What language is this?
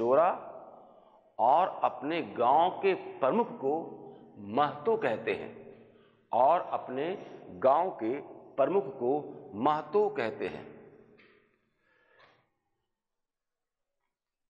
Hindi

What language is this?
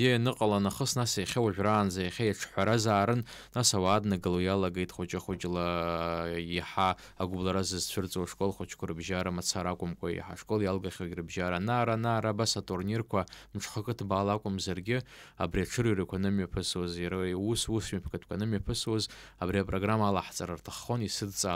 Abkhazian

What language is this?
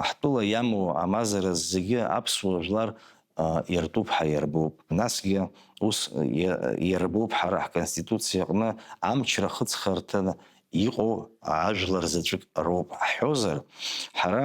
Abkhazian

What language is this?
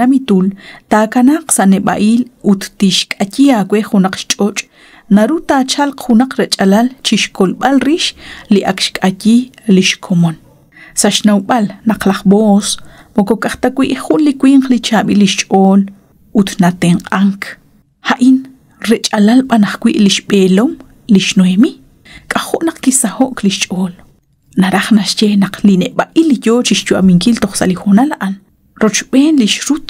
Kekchí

